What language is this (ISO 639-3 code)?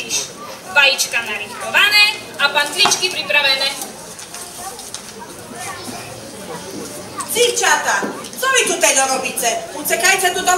slk